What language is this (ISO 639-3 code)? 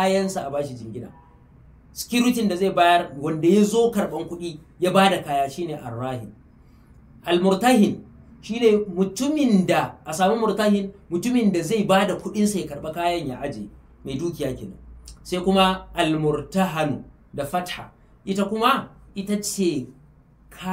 hau